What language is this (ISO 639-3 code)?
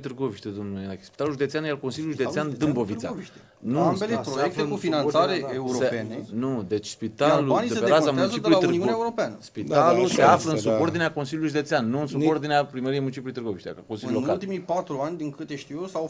ron